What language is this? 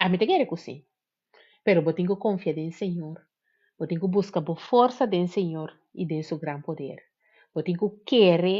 Papiamento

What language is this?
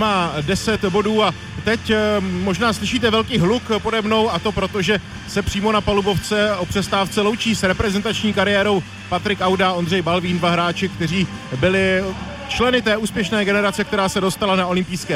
Czech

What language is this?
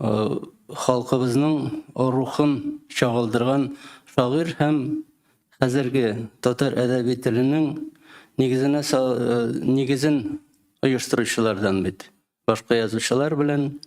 Tatar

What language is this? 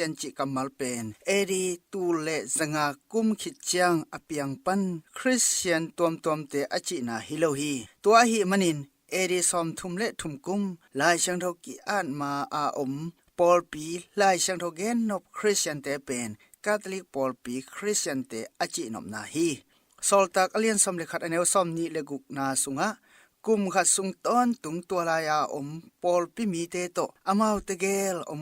Tedim Chin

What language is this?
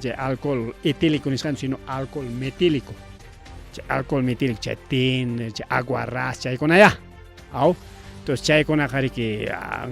Ayacucho Quechua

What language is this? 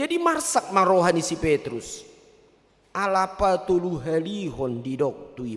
Batak Toba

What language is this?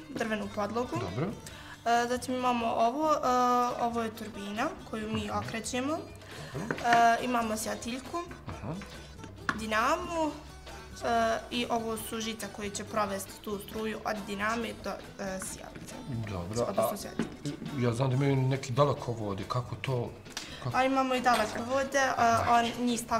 Bosnian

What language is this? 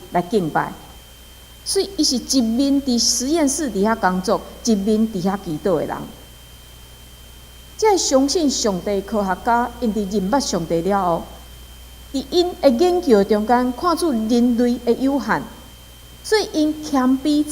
Min Nan Chinese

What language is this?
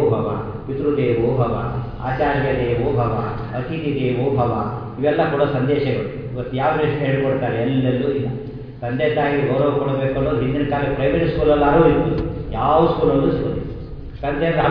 Kannada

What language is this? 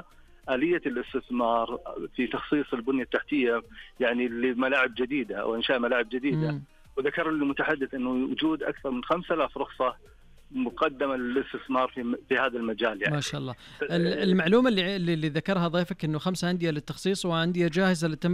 Najdi Arabic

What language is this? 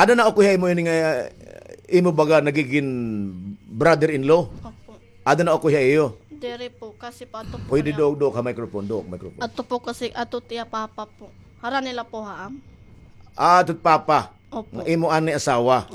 Waray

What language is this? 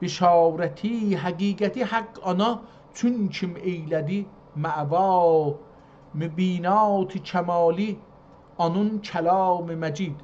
South Azerbaijani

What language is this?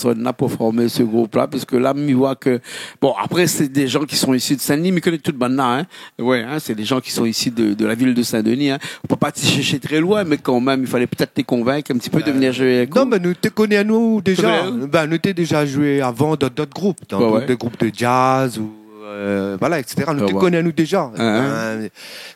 Réunion Creole French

